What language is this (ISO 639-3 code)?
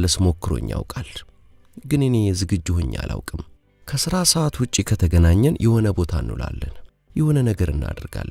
amh